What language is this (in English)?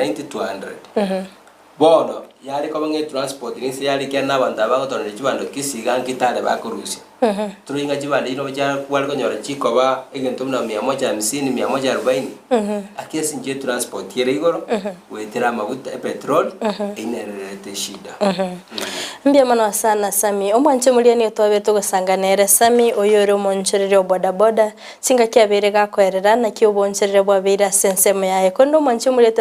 Gusii